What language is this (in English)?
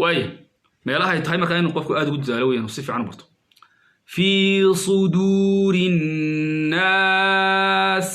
Somali